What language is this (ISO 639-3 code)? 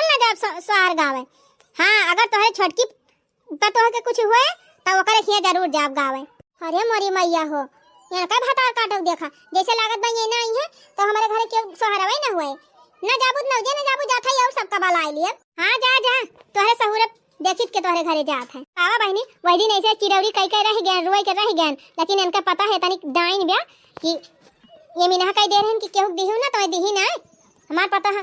awa